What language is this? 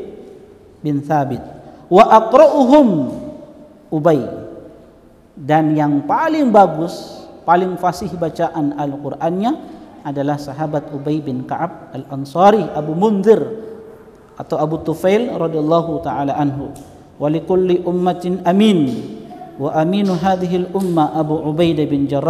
Indonesian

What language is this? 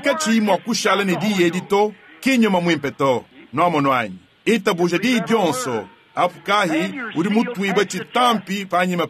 Luba-Lulua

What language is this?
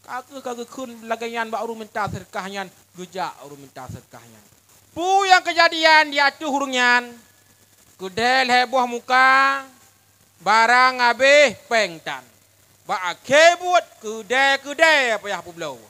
Achinese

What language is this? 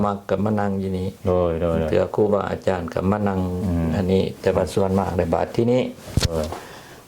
Lao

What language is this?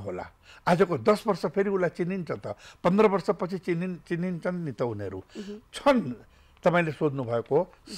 Nepali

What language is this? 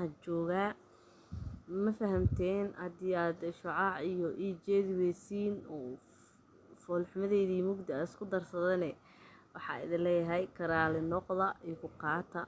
Somali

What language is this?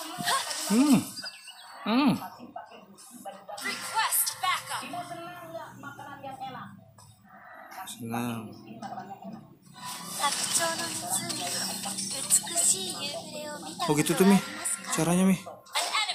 Indonesian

